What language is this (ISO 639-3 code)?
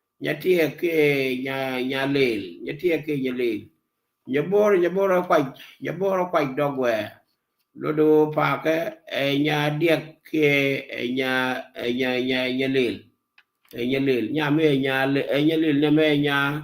nus